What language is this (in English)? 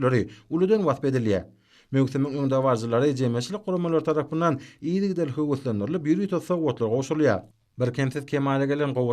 Turkmen